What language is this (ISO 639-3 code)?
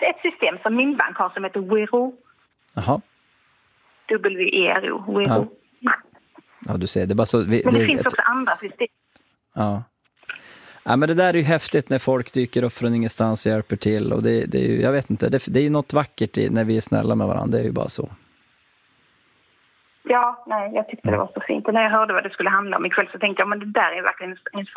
swe